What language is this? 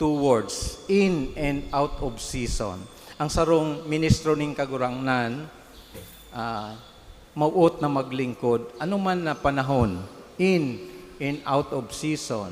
Bikol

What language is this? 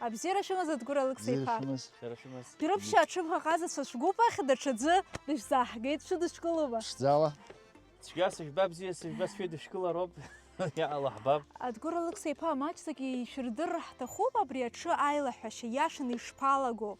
Abkhazian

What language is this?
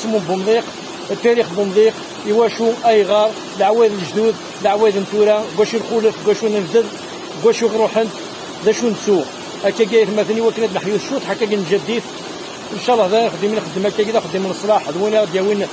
Kabyle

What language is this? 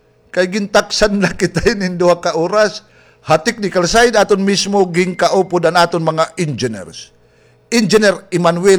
Waray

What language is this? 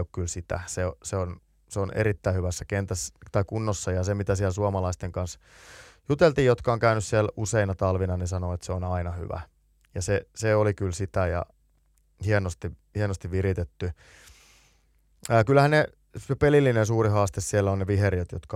Finnish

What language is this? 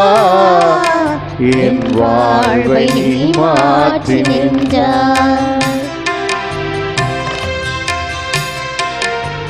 Tamil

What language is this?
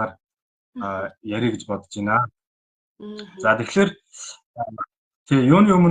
Mongolian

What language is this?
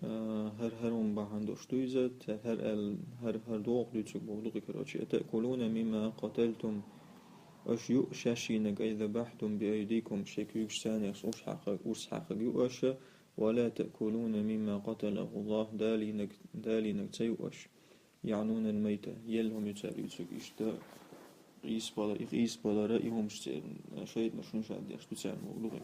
Chechen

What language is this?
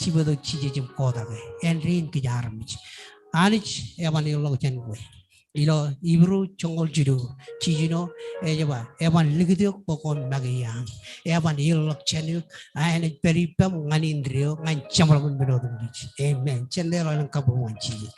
Marshallese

